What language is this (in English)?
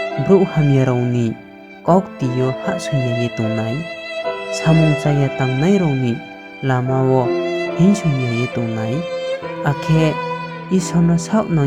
Riang (India)